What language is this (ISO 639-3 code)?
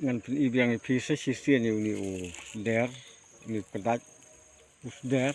kha